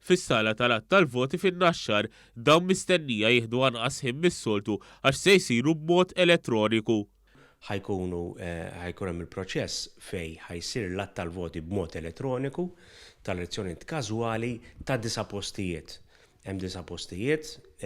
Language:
Maltese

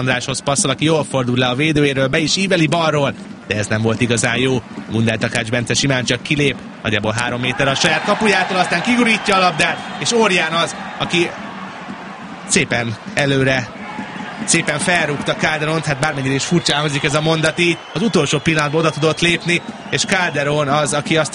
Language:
Hungarian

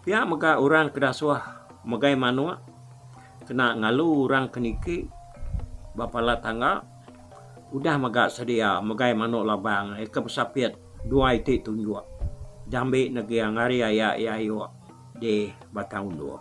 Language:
Iban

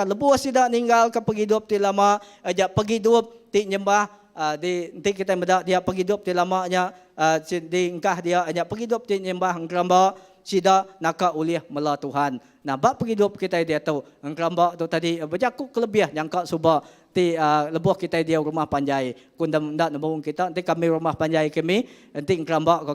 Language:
Iban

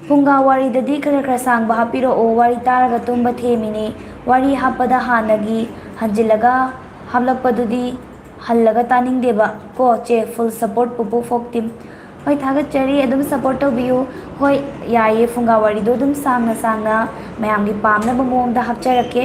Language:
Manipuri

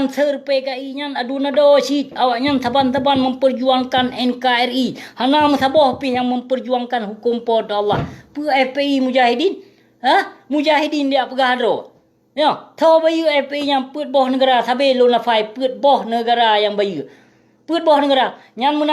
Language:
Achinese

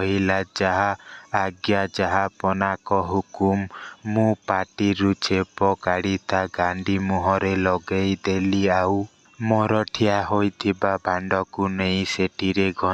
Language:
Odia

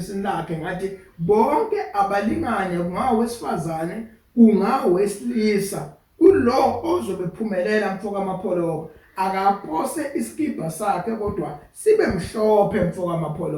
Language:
Zulu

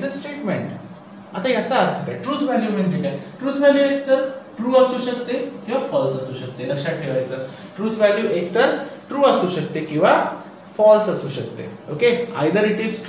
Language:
Marathi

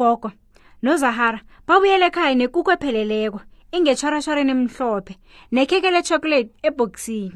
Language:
South Ndebele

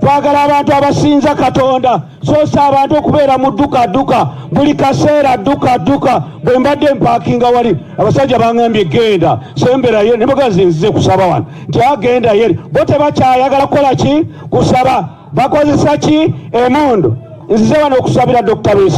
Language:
Ganda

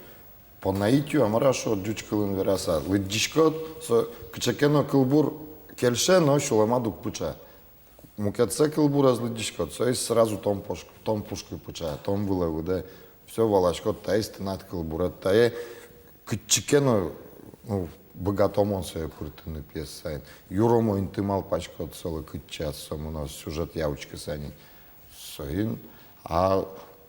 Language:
Udmurt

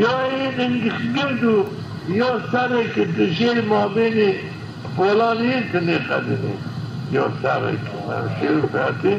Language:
Zaza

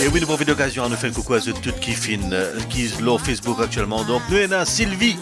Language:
Morisyen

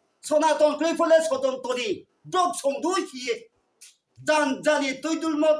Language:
Riang (India)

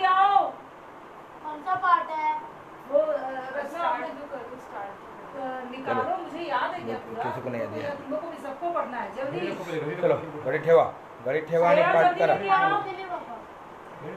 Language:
Hindi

